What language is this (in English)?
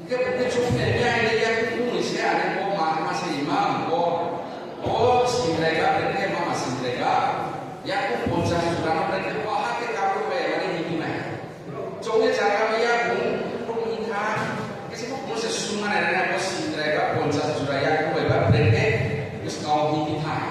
Riang (India)